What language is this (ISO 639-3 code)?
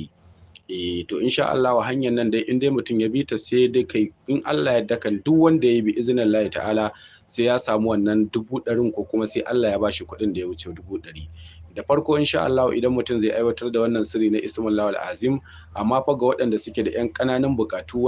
hau